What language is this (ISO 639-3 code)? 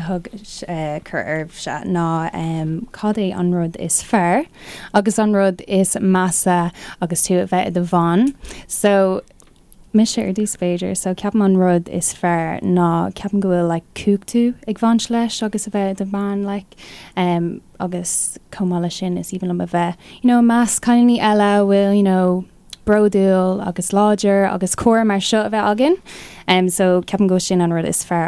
gle